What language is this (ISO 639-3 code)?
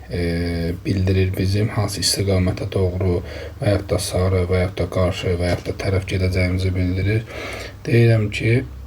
aze